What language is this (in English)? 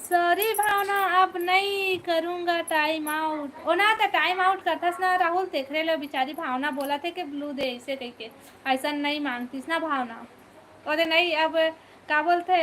Chhattisgarhi